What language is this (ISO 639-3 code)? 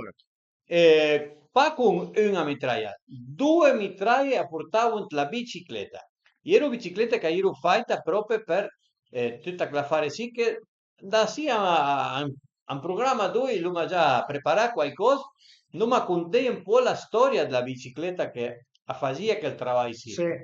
pms